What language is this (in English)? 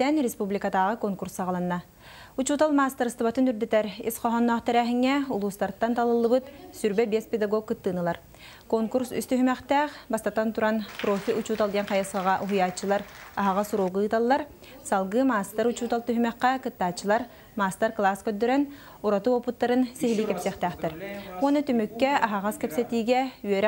Yakut